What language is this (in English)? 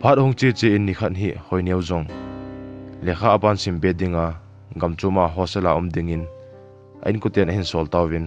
Thado Chin